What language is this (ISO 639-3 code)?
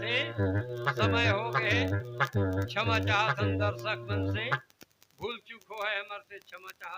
hne